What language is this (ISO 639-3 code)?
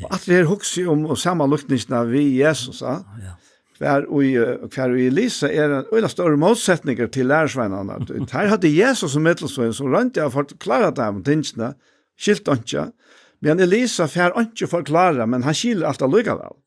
fao